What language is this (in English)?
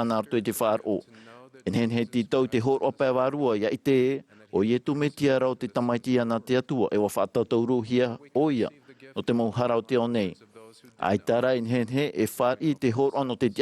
Tahitian